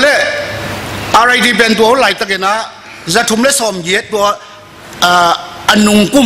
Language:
Tedim Chin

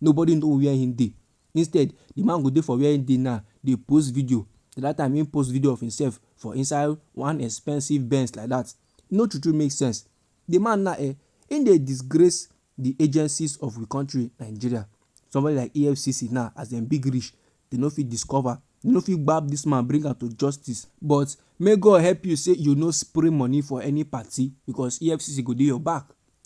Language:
Nigerian Pidgin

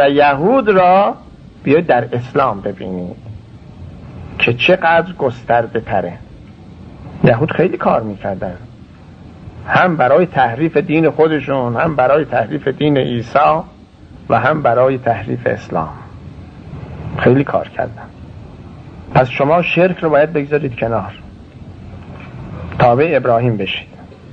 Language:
Persian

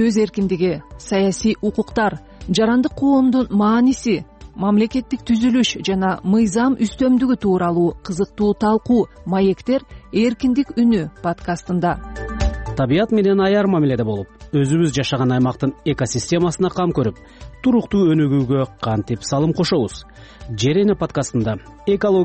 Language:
Kyrgyz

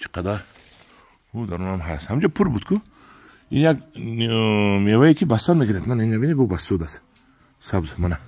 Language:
Tajik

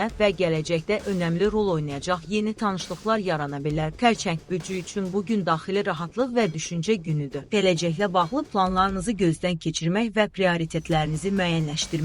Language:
Azerbaijani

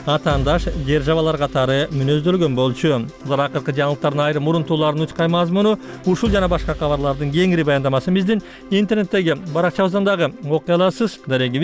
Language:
Kyrgyz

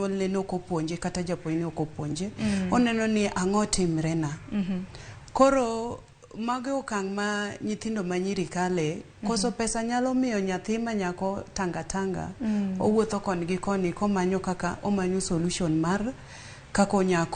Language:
Luo (Kenya and Tanzania)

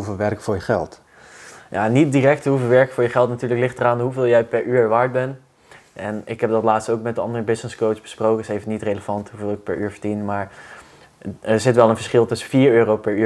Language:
Dutch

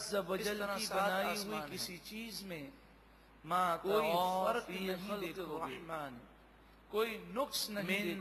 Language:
Urdu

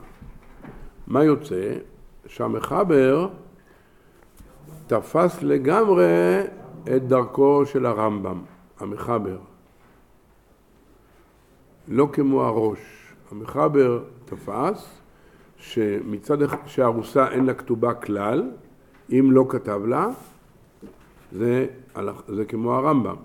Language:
Hebrew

